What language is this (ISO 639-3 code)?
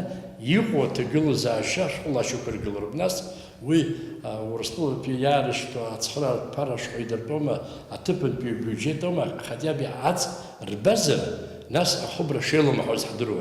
abk